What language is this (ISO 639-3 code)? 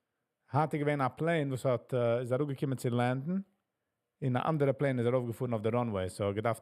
yid